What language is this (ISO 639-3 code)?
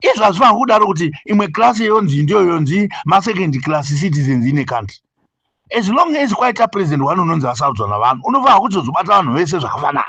sna